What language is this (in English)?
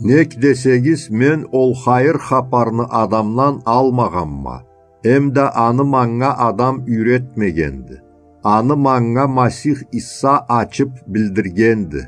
Karachay-Balkar